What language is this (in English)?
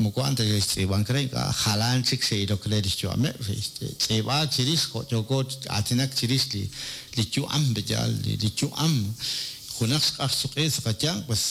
Kekchí